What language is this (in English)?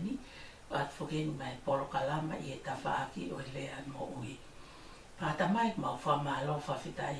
Tongan